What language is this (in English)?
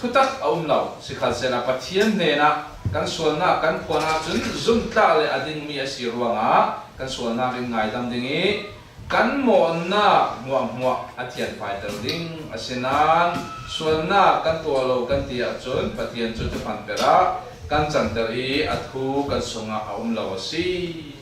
Falam Chin